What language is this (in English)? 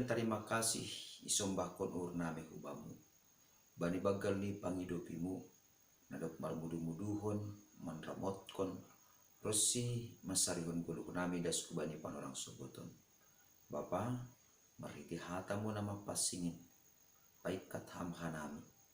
Batak Simalungun